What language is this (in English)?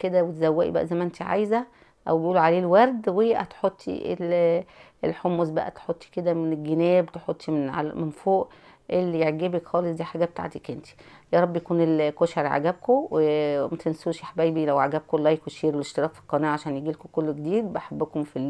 Egyptian Arabic